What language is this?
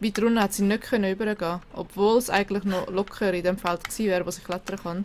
Swiss German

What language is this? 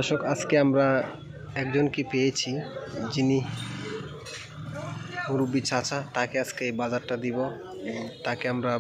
Bangla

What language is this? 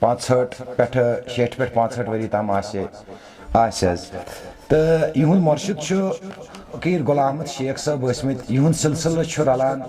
Kashmiri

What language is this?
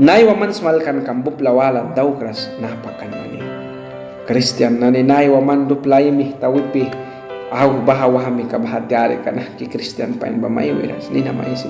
Mískito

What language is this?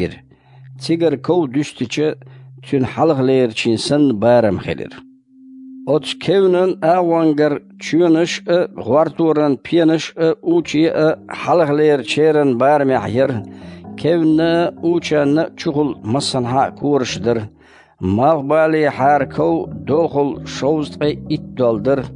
Chechen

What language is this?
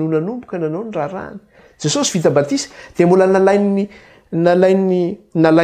Malagasy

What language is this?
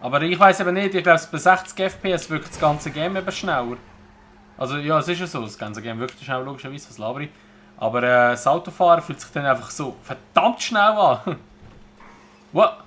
Swiss German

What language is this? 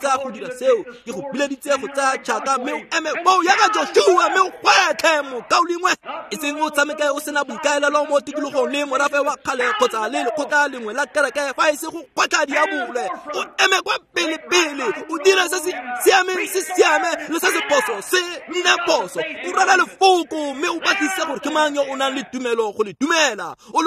Tswana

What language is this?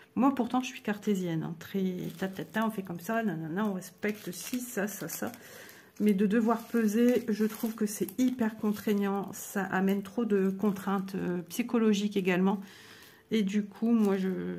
French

